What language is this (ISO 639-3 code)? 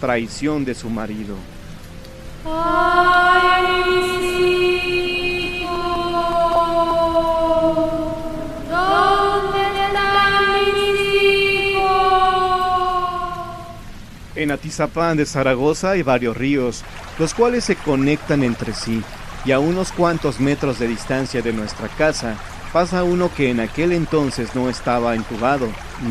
spa